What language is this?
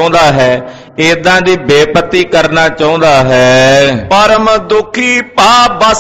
Punjabi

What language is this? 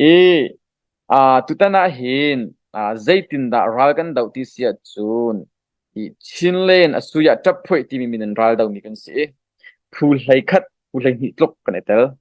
Hakha Chin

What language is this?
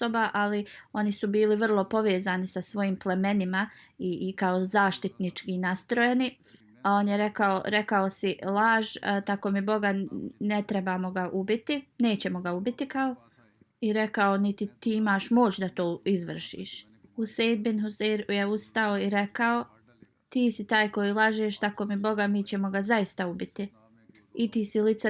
Bosnian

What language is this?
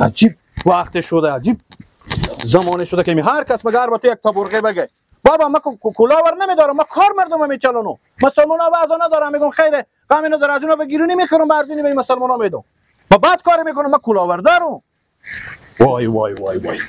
Persian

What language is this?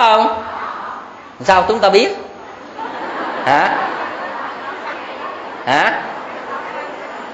Vietnamese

